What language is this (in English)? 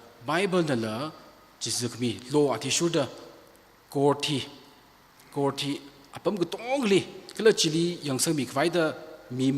Tangkhul Naga (India)